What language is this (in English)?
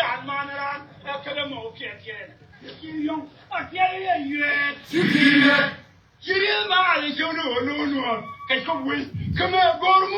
Nuer